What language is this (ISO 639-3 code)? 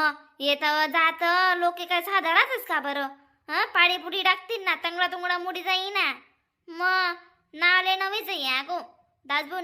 khn